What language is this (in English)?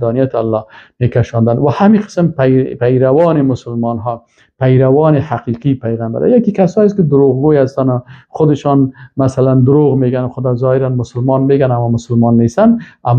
Persian